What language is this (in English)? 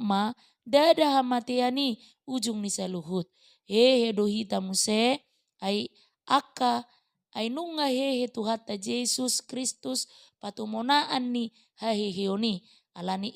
Batak Toba